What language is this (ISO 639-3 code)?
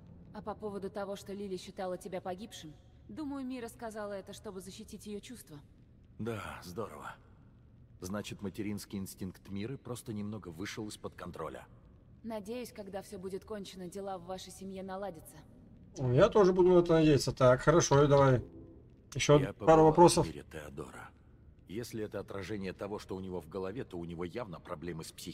rus